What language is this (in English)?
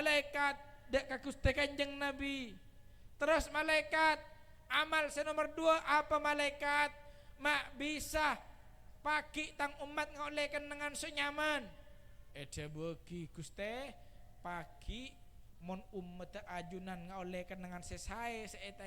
Madurese